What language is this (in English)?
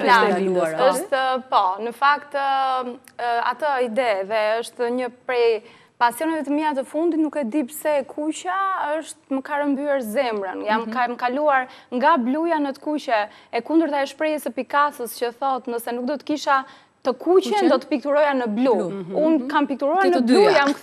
Albanian